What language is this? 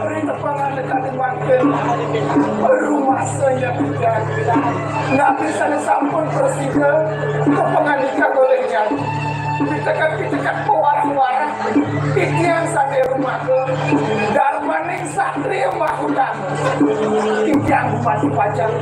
Balinese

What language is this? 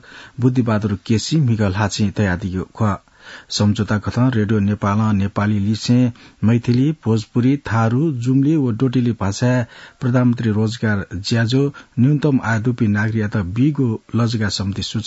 Newari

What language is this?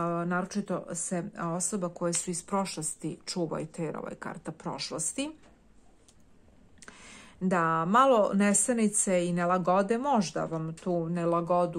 Serbian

